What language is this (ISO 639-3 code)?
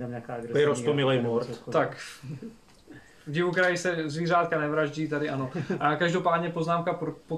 ces